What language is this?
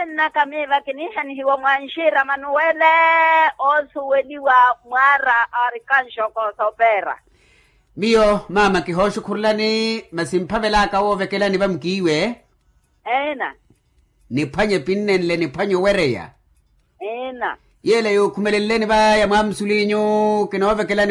Makhuwa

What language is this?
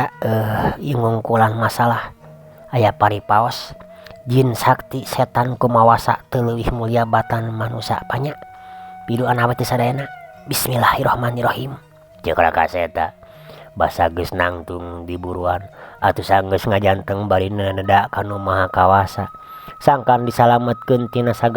Sundanese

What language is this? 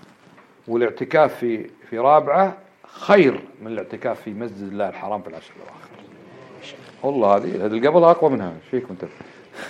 Arabic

